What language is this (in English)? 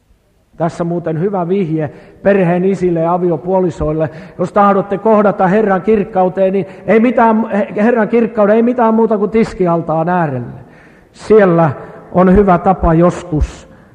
Finnish